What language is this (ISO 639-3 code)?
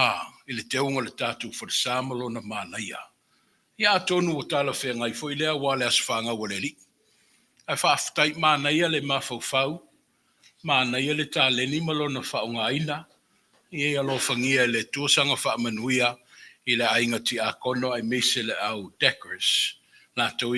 smo